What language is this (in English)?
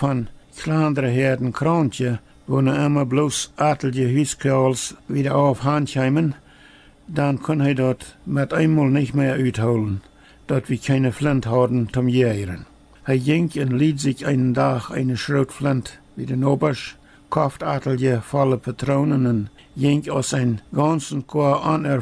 Plautdietsch